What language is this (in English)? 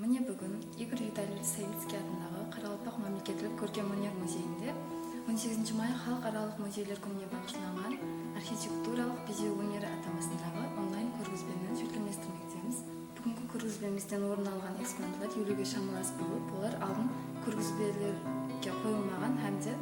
Kara-Kalpak